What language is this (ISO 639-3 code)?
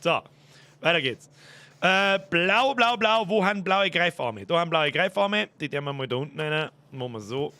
bar